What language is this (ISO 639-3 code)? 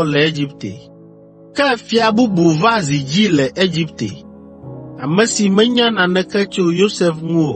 ewe